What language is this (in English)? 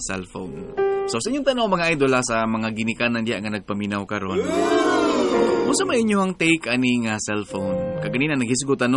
Cebuano